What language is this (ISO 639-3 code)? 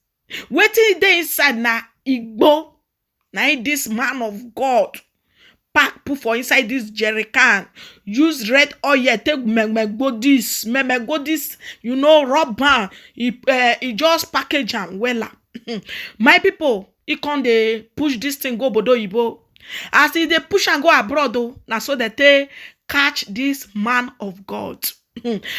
pcm